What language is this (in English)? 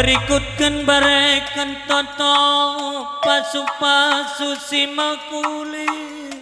Batak Karo